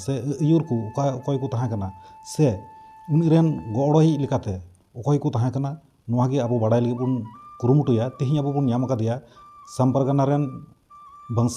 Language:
Santali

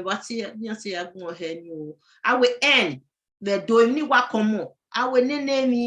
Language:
Bini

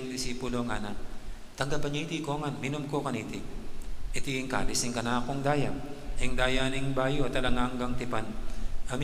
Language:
Pampanga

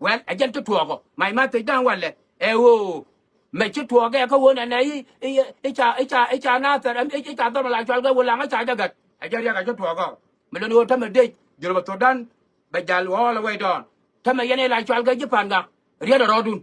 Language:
Nuer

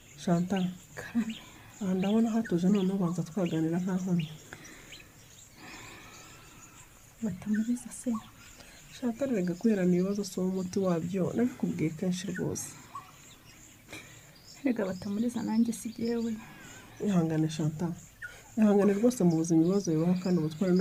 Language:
Kinyarwanda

